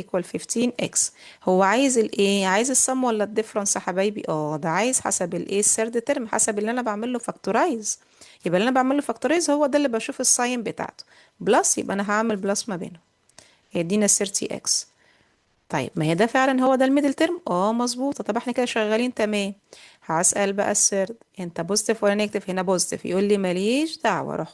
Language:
Egyptian Arabic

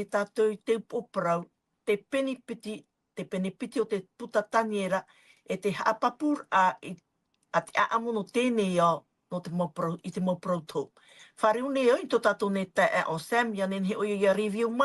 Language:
Tahitian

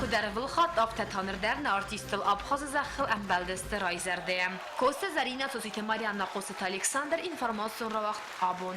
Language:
Ossetic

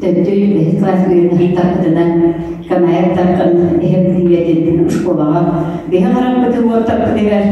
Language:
Yakut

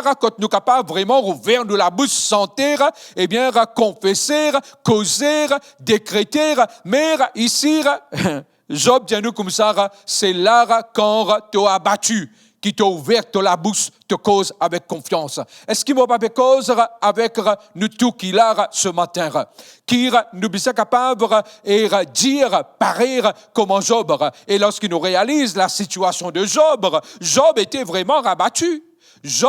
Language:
Morisyen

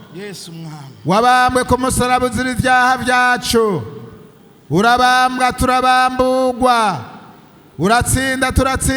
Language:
Rundi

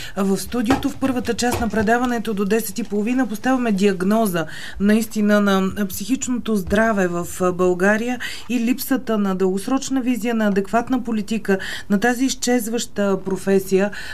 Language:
Bulgarian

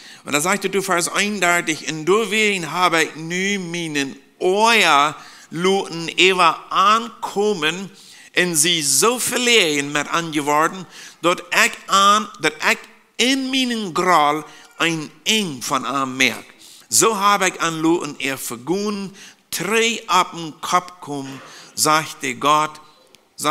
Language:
Plautdietsch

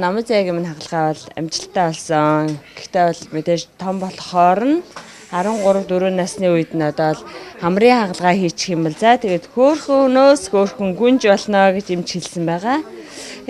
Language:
Mongolian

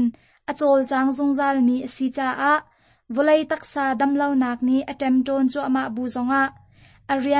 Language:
Hakha Chin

